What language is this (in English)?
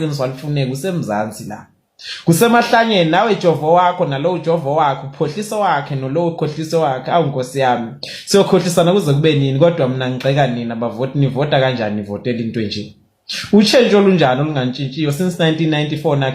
Zulu